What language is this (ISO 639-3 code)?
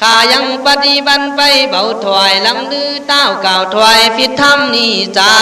kkh